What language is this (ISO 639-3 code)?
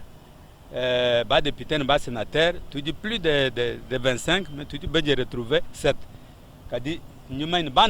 lua